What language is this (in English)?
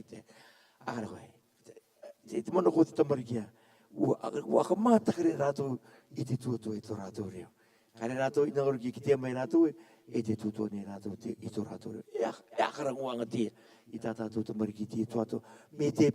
Rarotongan